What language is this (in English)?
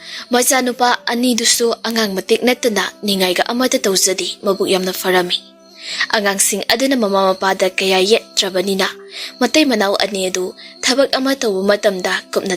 Manipuri